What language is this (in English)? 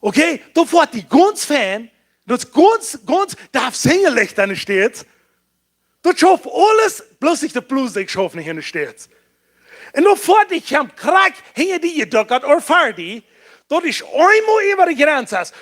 Plautdietsch